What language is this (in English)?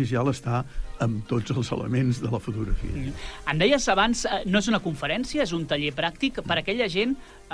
Catalan